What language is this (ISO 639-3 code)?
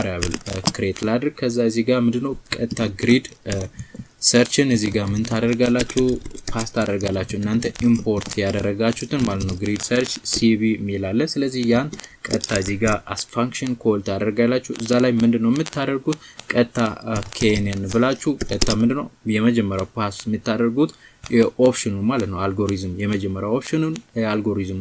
amh